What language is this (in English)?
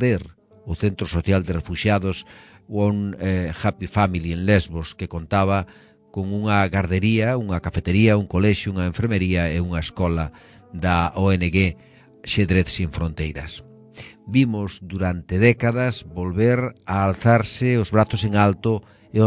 Galician